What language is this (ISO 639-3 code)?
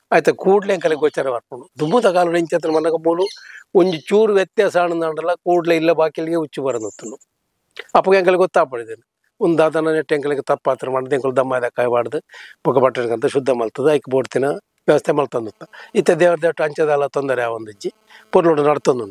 tcy